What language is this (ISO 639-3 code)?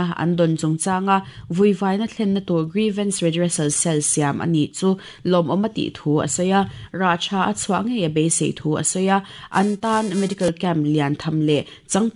lus